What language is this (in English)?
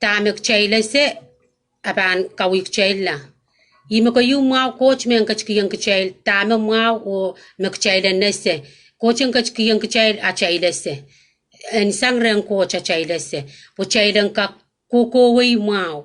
Pohnpeian